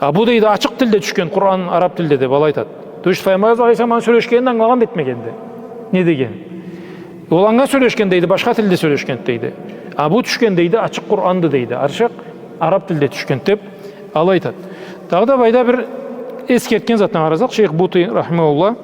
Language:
Karachay-Balkar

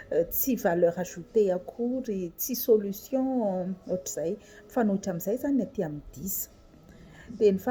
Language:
Malagasy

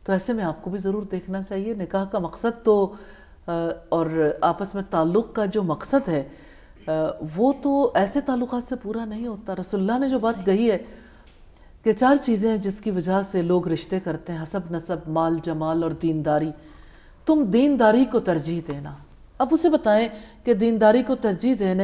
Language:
Urdu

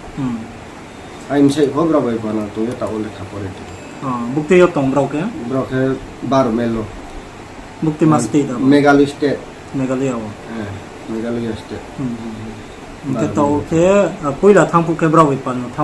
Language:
Riang (India)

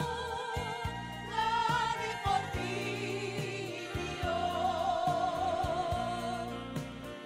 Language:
Batak Toba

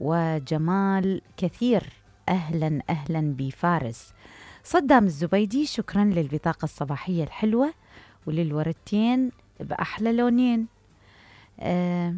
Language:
Mesopotamian Arabic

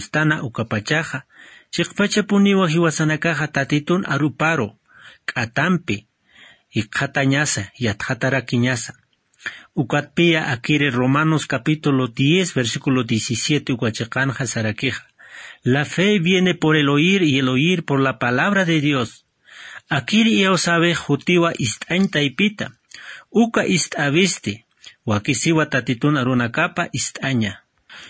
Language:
Aymara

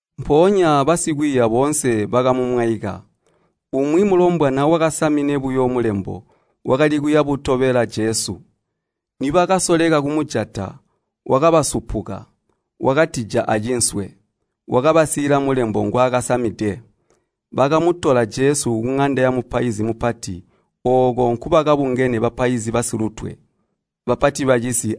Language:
Tonga (Zambia)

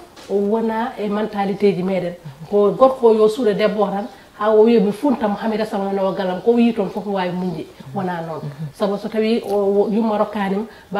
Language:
Fula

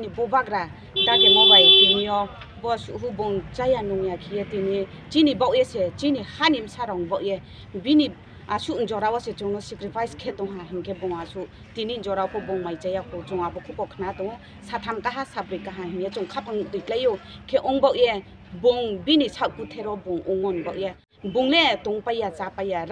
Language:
Riang (India)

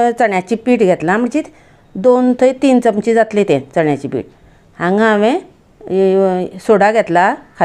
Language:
Konkani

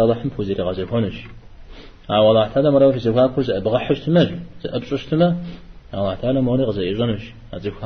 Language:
Kabardian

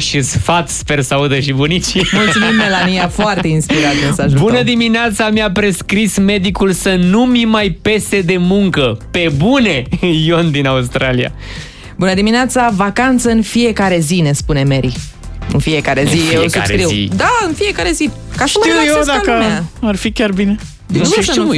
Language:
Romanian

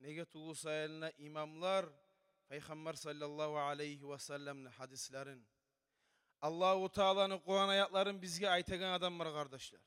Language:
Kumyk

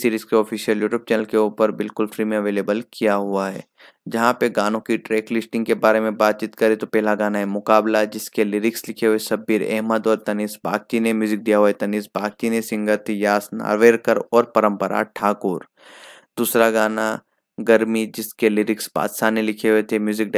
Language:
Hindi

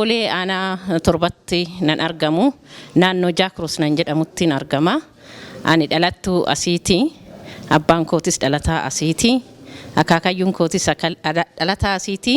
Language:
Oromo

